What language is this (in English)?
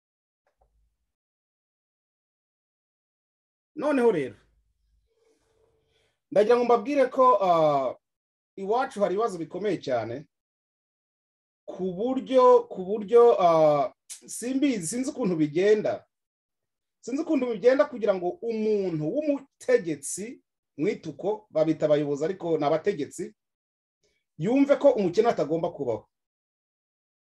Kinyarwanda